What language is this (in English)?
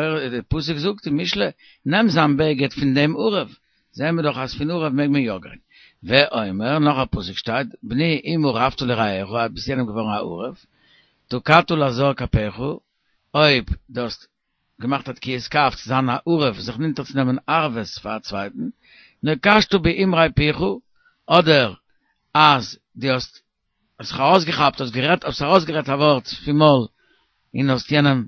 Yiddish